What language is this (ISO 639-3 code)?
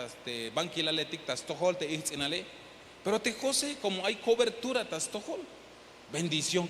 tzh